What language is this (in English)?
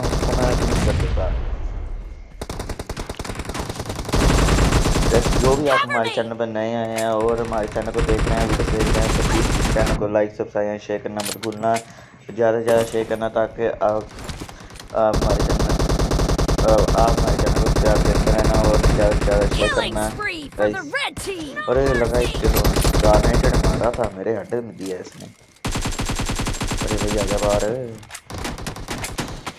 Hindi